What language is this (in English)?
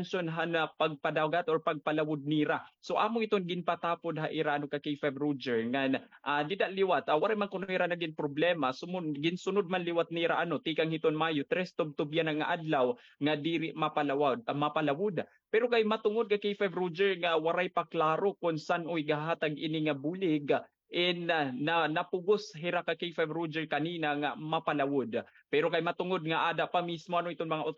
Waray